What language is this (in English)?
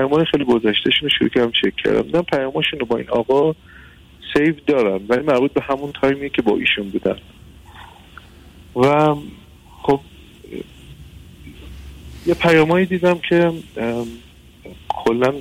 Persian